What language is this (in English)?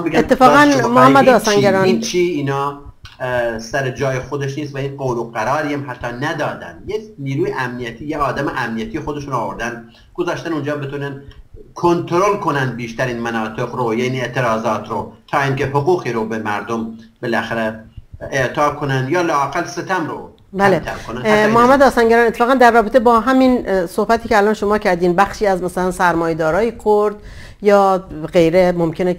Persian